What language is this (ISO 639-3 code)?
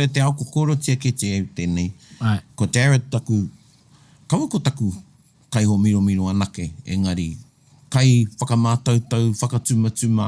mri